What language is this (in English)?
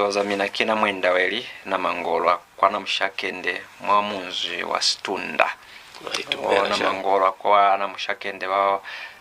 Lozi